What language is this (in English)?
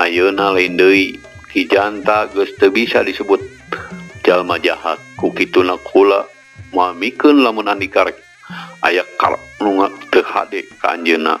Sundanese